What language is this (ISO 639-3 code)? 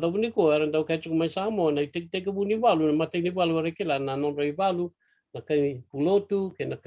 fij